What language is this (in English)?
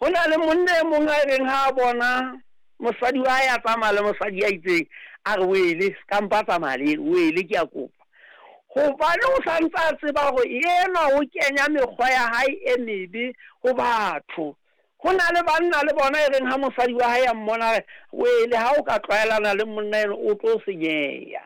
Southern Sotho